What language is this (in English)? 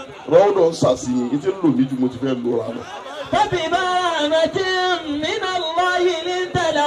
Yoruba